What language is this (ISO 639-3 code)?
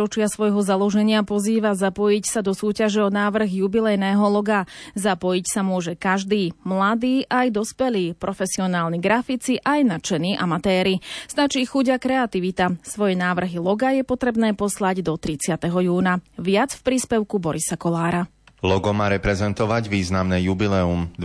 slk